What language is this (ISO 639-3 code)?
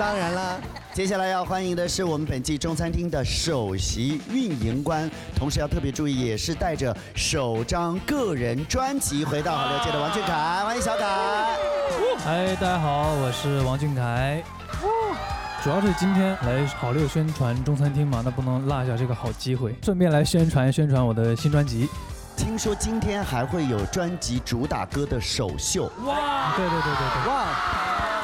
zho